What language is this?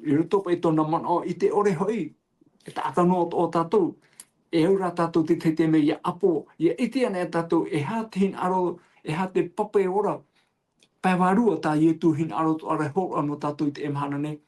Tahitian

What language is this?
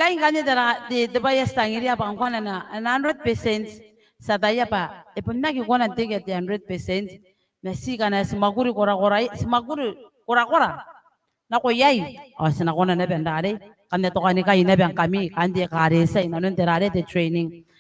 Gilbertese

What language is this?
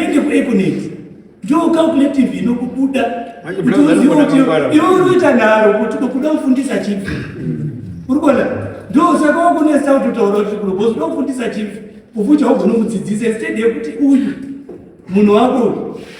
Shona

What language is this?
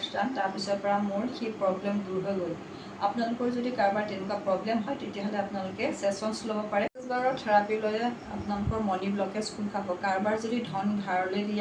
Assamese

